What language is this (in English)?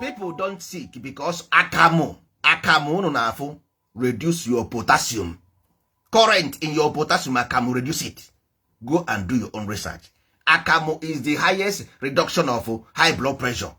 Igbo